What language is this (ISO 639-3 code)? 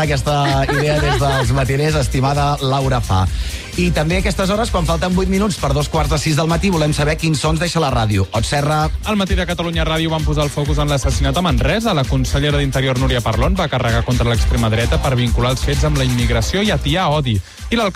cat